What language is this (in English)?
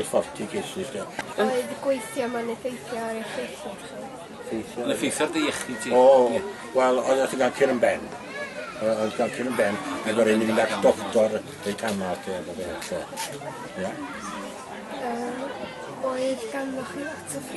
Welsh